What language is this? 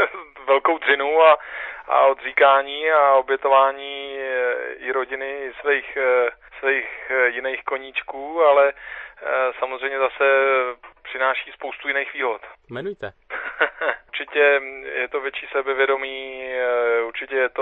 Czech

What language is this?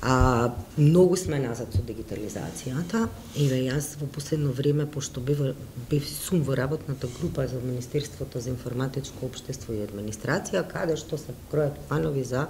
Macedonian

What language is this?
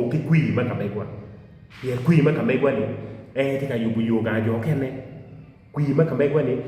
Acoli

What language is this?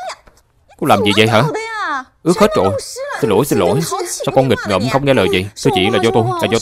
Vietnamese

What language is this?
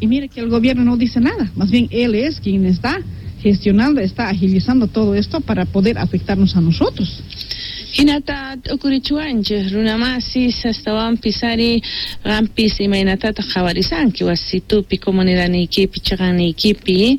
South Bolivian Quechua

